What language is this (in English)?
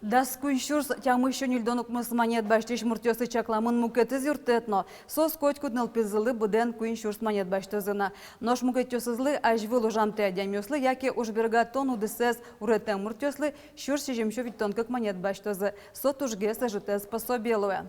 Udmurt